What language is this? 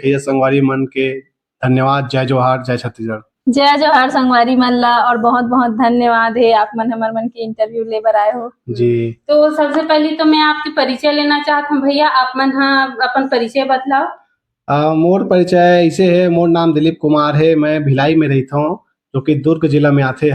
Chhattisgarhi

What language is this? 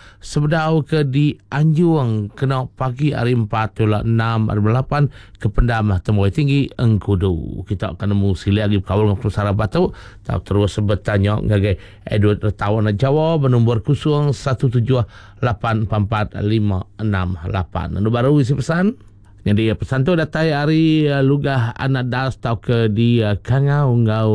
Iban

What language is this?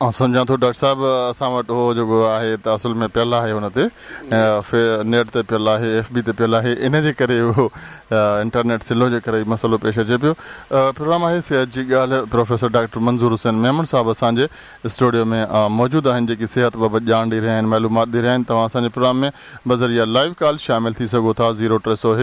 Sindhi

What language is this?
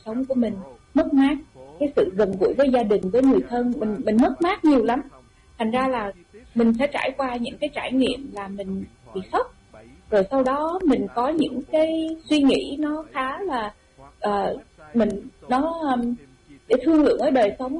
Vietnamese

